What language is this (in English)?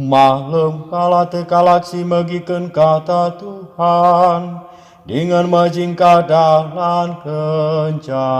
Batak Karo